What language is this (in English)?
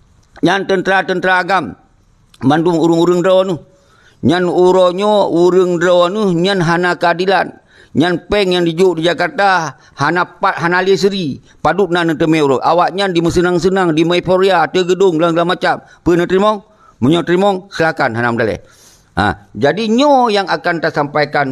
Achinese